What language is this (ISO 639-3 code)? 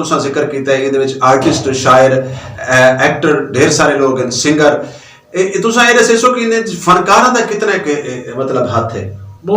lah